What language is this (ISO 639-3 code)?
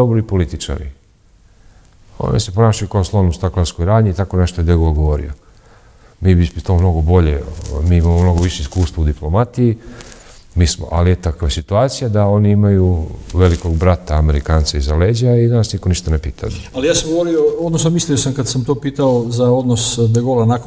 srp